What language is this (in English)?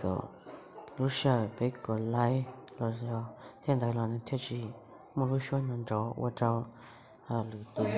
Hmong